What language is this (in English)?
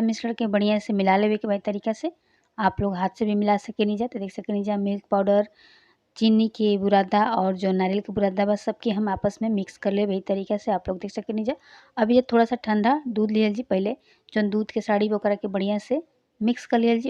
Bhojpuri